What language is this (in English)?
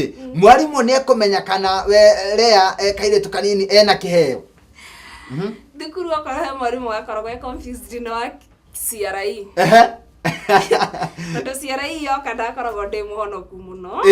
Kikuyu